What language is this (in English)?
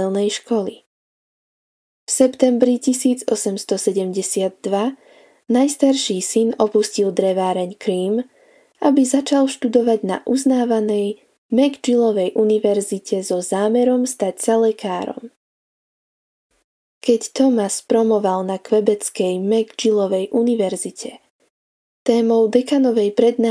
Slovak